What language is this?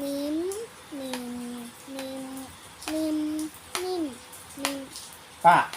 Shan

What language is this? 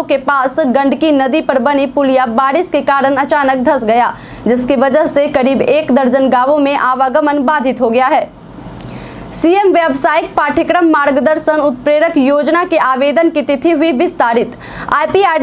Hindi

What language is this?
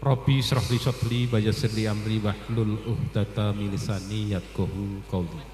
Javanese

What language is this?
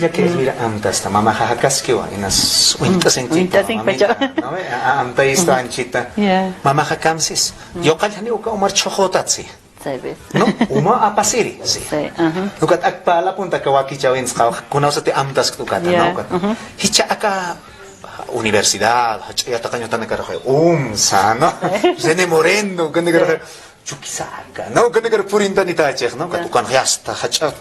Aymara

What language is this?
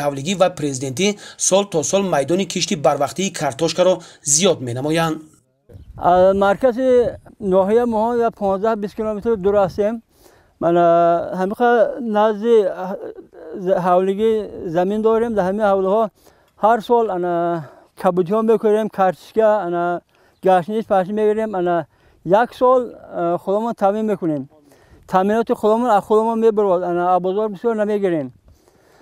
Tajik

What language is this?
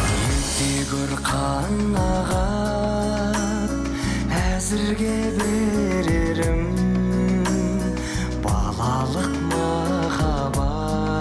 Kazakh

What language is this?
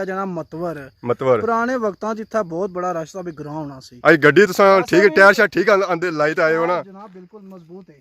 Pahari-Potwari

